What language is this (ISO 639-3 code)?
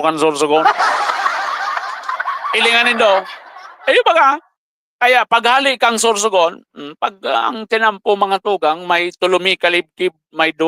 bik